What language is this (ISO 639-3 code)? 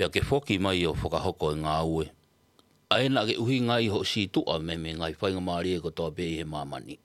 ton